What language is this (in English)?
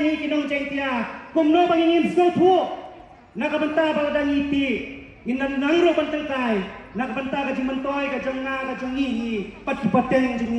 Khasi